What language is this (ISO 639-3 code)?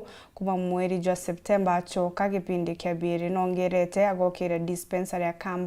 mer